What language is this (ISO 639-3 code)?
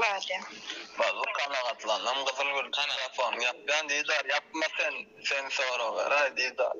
tuk